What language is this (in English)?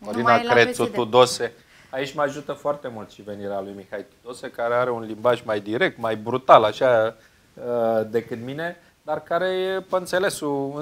Romanian